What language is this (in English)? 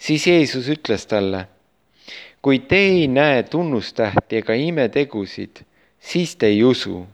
Estonian